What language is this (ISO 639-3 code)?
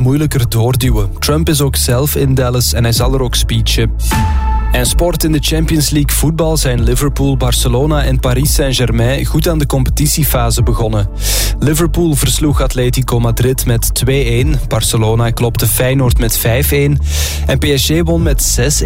nld